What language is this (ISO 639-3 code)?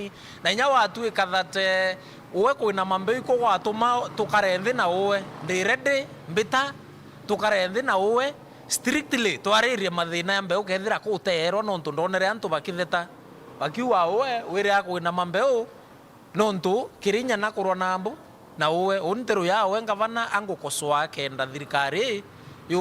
mer